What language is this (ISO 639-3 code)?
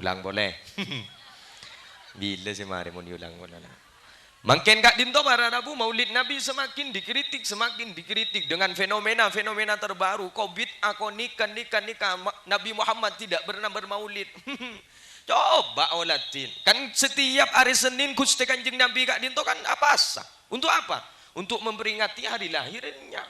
mad